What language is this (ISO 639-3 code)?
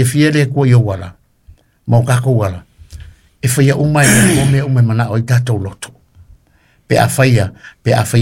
smo